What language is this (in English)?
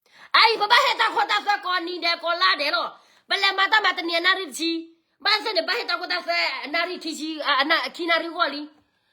S'gaw Karen